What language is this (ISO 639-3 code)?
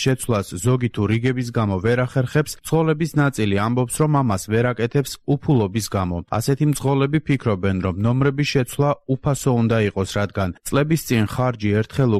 kat